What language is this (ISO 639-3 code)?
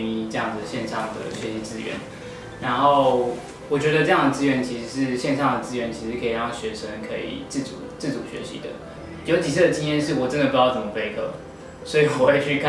zho